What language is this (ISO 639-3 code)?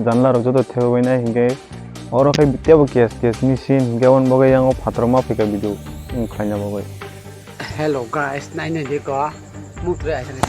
trp